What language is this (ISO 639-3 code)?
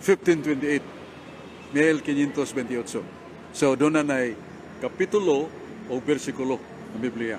ceb